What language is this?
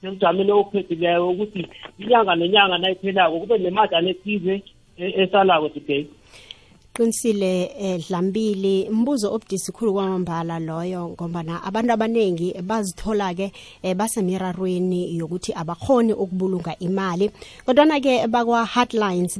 South Ndebele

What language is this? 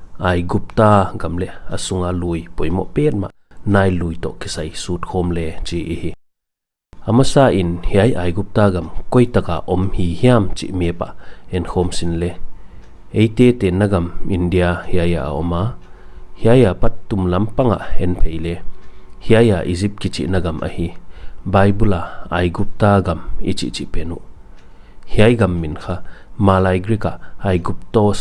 Paite Chin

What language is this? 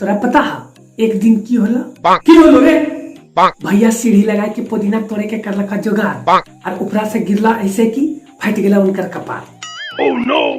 Magahi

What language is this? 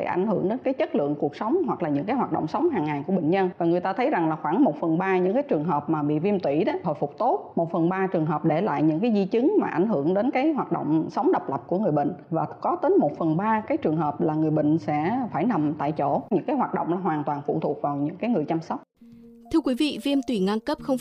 Vietnamese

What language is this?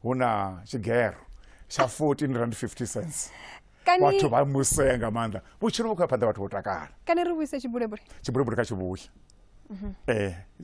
Venda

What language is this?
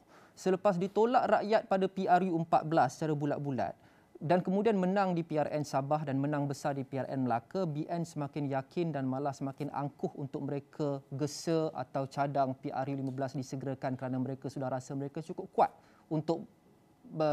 Malay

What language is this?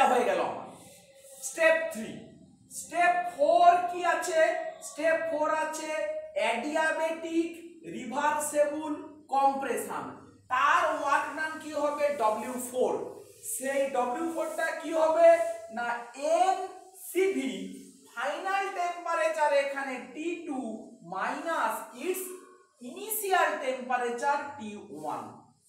Bangla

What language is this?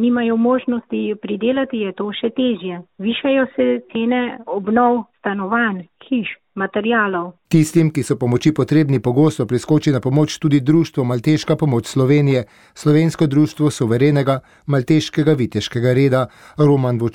Slovenian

